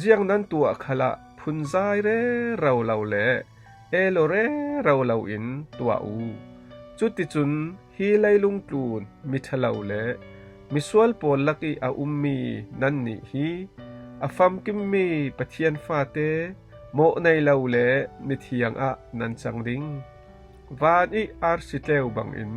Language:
Falam Chin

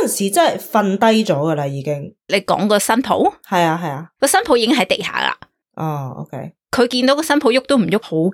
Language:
Cantonese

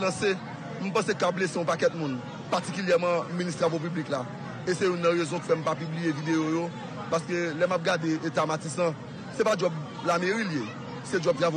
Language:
Haitian Creole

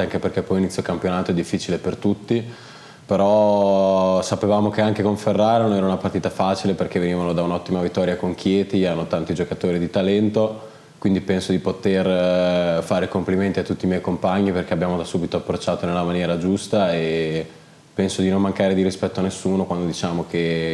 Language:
Italian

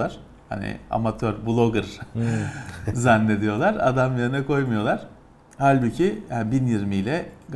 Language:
Turkish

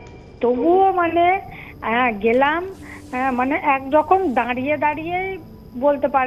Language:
Bangla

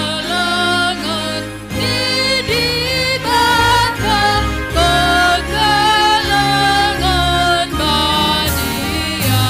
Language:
Batak Karo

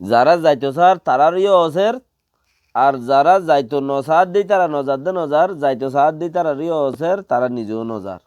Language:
Rohingya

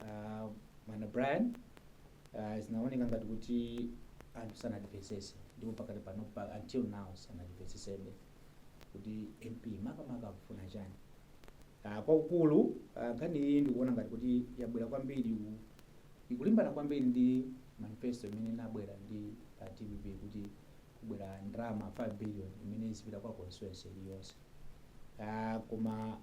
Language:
Nyanja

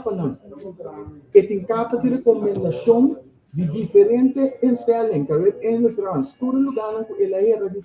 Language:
Papiamento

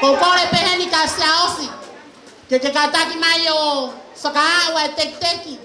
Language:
Tongan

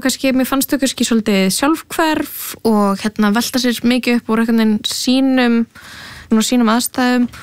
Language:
Icelandic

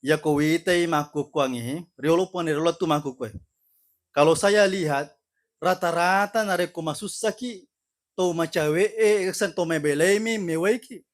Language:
Buginese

